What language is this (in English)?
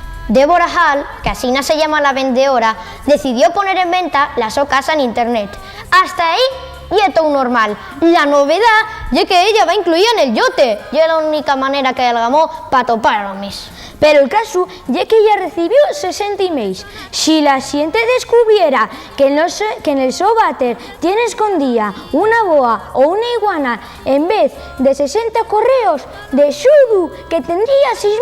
Asturian